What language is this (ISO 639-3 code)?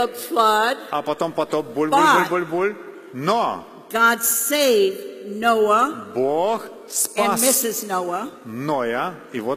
rus